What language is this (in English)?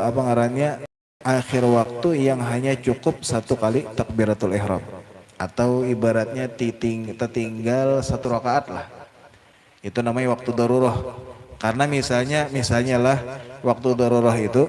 Banjar